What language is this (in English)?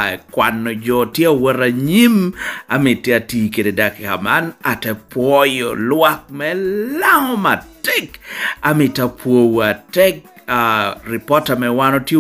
Lango (Uganda)